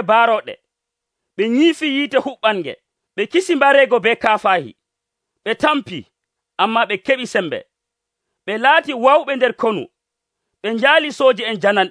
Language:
Nigerian Fulfulde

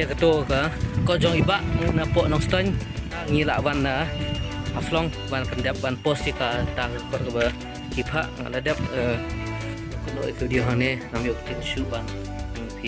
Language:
Khasi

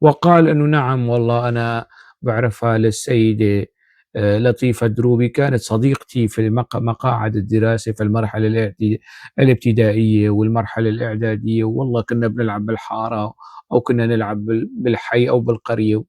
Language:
North Levantine Arabic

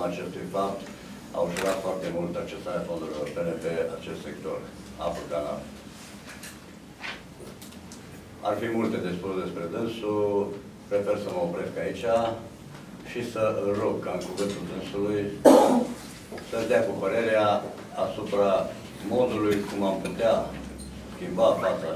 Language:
Romanian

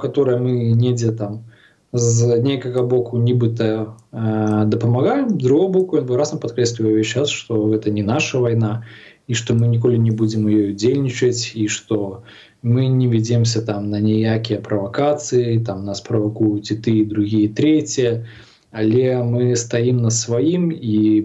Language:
Belarusian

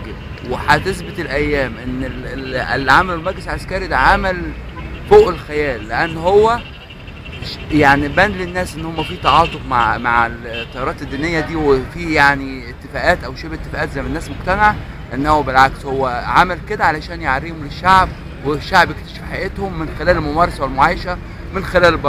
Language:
Egyptian Arabic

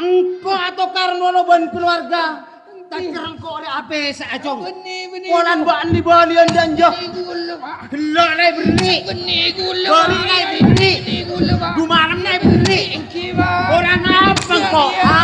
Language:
Madurese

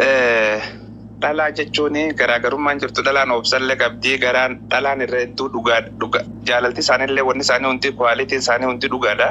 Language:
Oromo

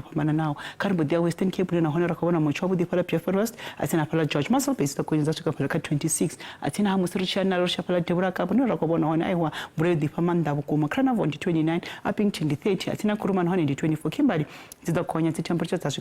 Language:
Venda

